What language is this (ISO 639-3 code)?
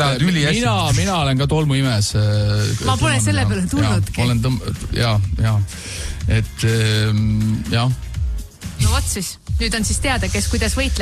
est